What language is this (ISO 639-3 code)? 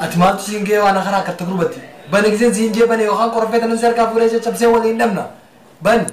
orm